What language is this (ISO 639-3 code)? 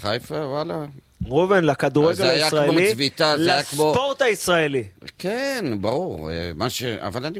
heb